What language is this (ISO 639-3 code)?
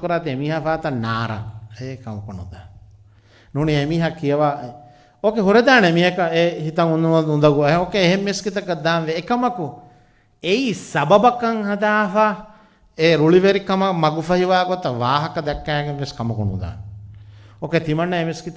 div